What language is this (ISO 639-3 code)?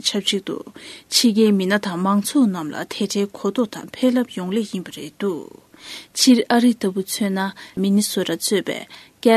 bod